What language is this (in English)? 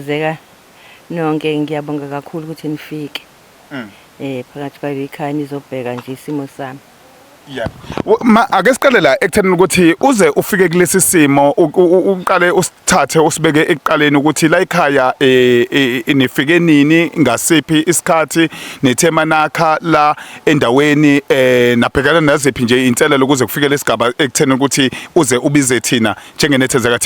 Zulu